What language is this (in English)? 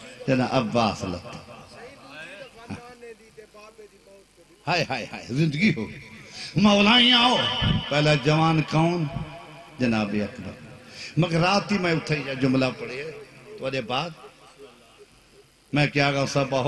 Urdu